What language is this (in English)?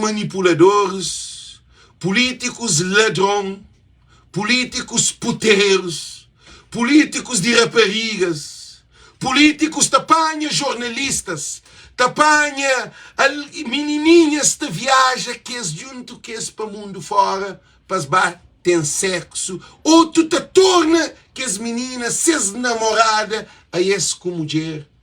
Kabuverdianu